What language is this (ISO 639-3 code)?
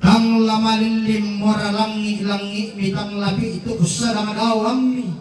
sda